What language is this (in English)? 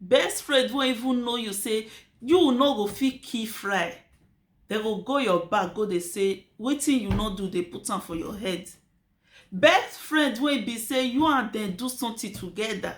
Nigerian Pidgin